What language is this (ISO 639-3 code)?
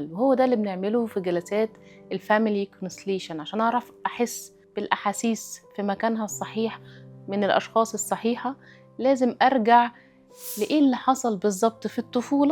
arz